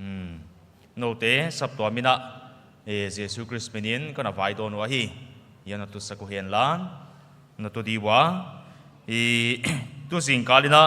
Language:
Paite Chin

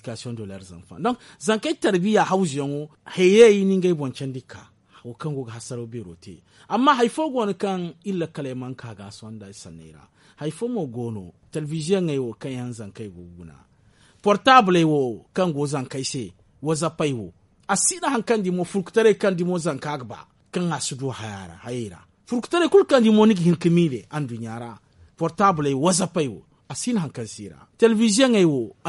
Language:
Zarma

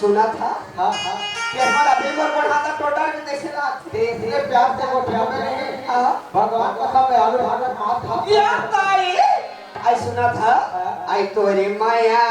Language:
Chhattisgarhi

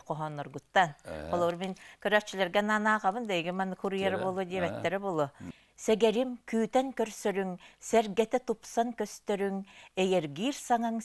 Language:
Tatar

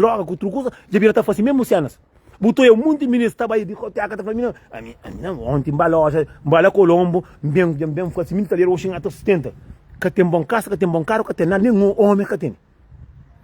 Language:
Kabuverdianu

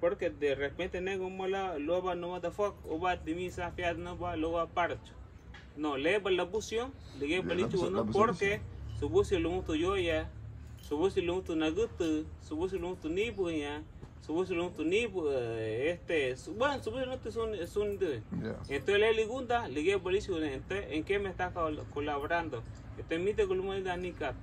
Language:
Garifuna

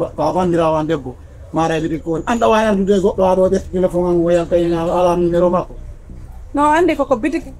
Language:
Pular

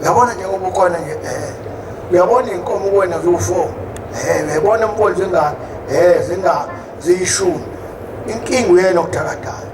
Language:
Zulu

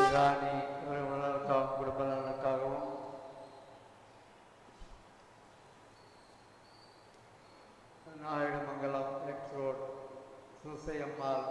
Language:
Tamil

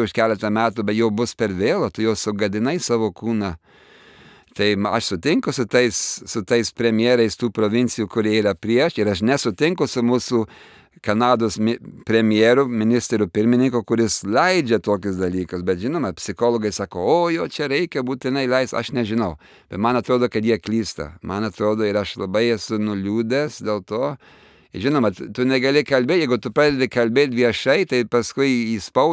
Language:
Lithuanian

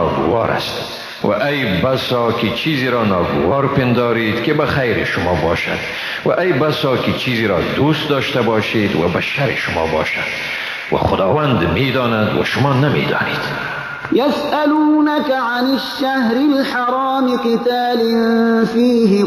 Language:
Persian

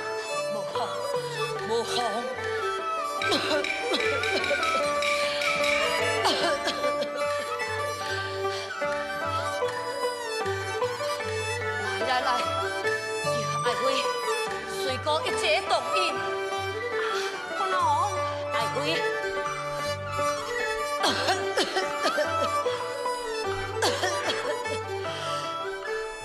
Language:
Min Nan Chinese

